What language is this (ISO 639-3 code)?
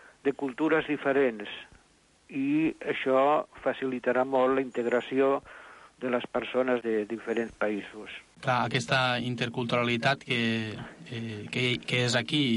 cat